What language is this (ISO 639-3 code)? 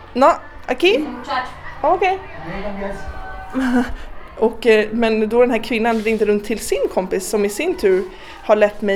swe